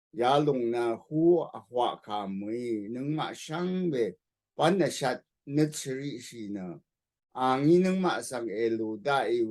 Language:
Rawang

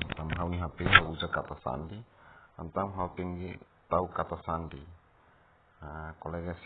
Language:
Tetum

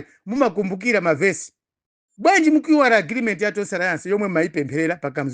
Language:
Nyanja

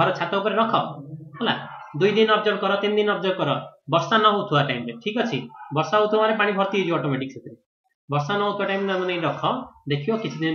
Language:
Odia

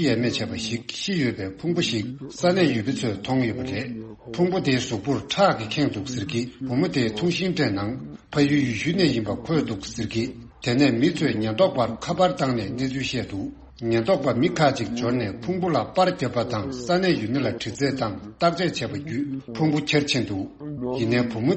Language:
Tibetan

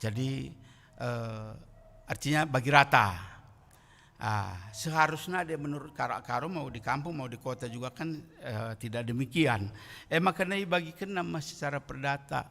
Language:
Batak Karo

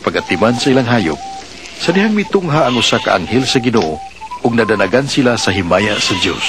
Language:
Cebuano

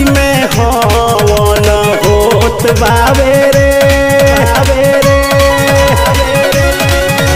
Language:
Bhojpuri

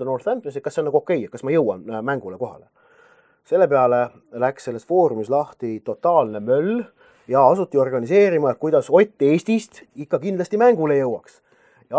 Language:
Estonian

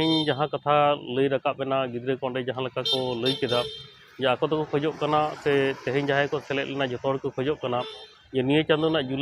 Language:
Santali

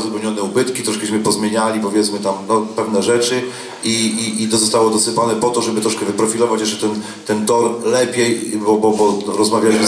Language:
Polish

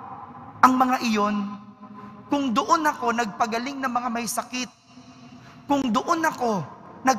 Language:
Filipino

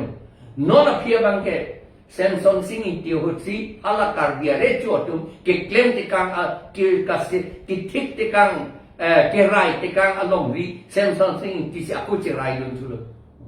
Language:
Karbi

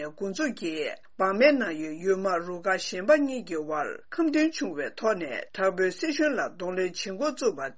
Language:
Tibetan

